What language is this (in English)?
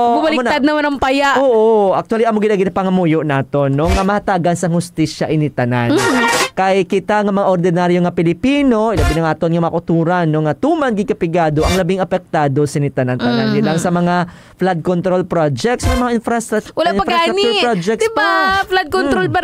Hiligaynon